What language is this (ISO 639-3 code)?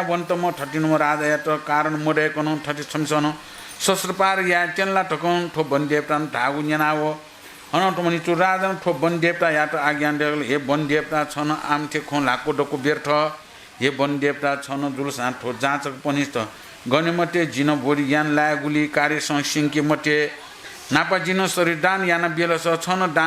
new